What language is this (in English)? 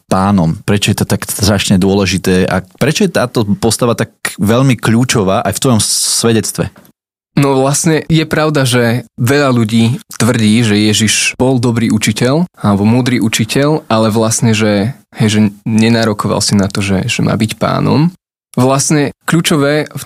Slovak